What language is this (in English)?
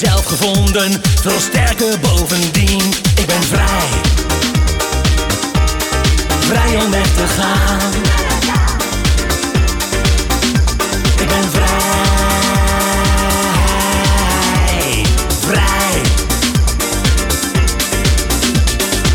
Dutch